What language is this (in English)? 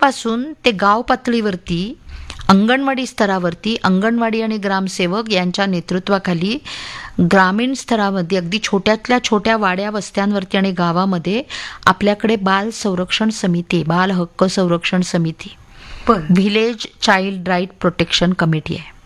Marathi